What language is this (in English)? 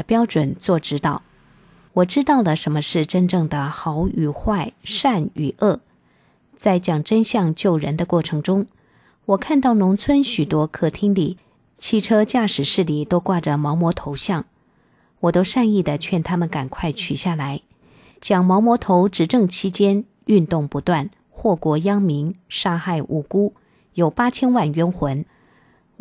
Chinese